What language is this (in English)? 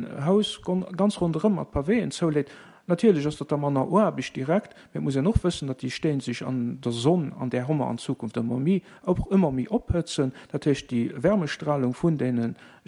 Luxembourgish